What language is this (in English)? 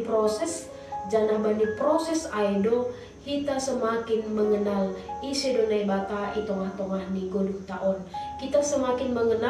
Batak Simalungun